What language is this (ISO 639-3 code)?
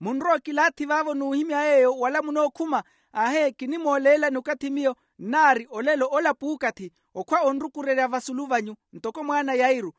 vmw